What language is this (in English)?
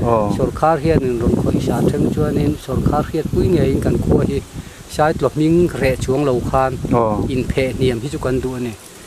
Mizo